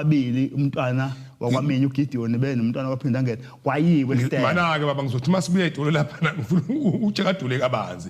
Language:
Zulu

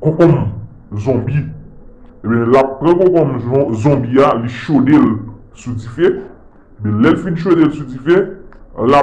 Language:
Haitian Creole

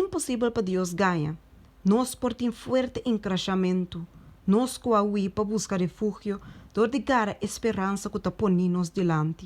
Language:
Papiamento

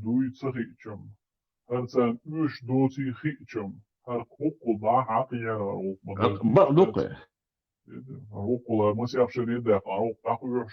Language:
Chechen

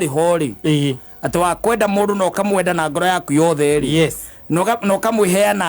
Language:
Kikuyu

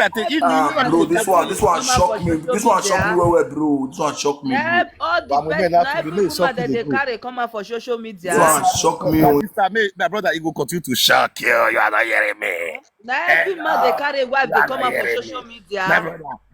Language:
Nigerian Pidgin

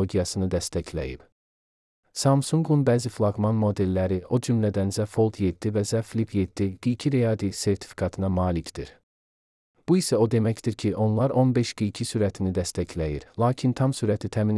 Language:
Azerbaijani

